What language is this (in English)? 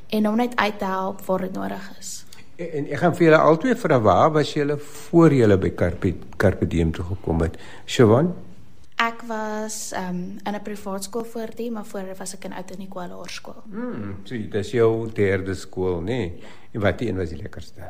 Afrikaans